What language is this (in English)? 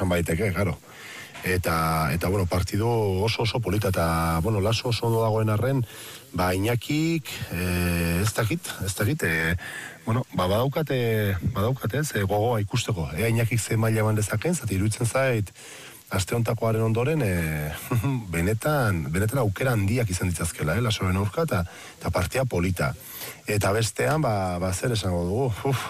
Basque